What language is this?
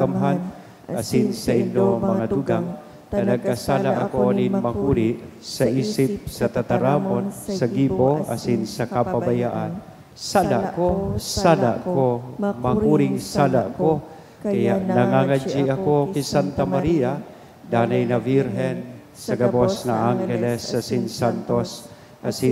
Bikol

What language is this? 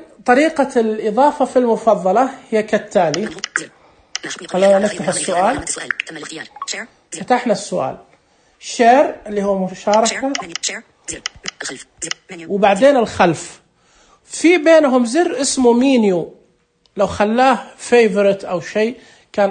Najdi Arabic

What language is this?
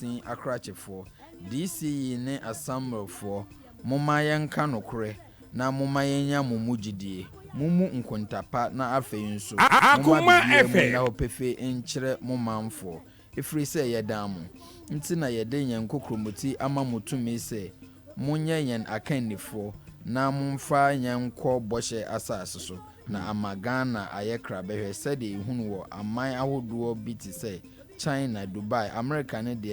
Akan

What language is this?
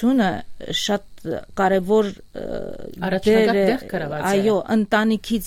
Armenian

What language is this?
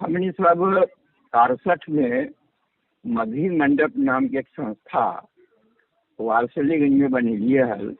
Magahi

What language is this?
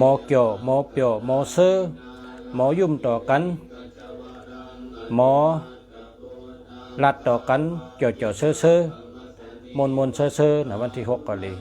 Shan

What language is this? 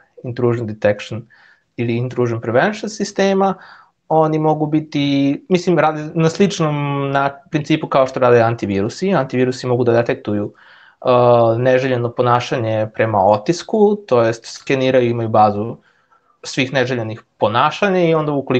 Serbian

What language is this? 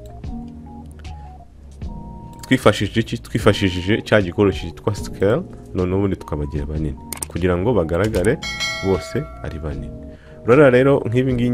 Kinyarwanda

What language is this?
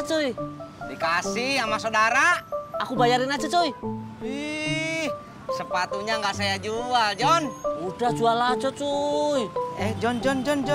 Betawi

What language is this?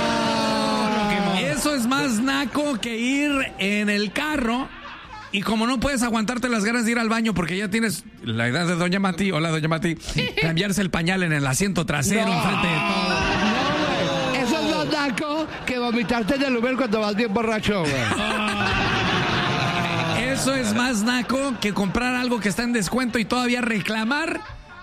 Spanish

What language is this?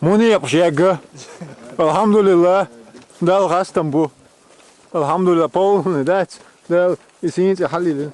Chechen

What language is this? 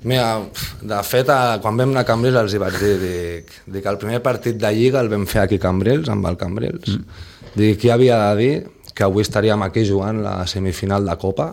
Catalan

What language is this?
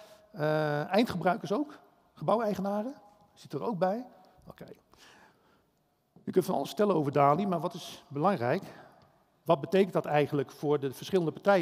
Dutch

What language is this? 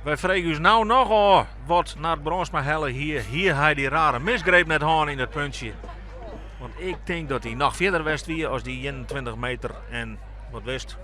Western Frisian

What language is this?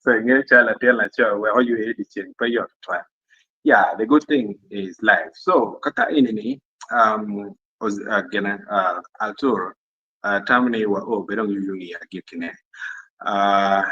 Acoli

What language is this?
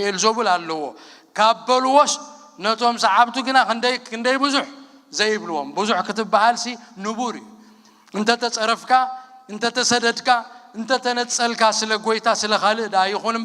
Tigrinya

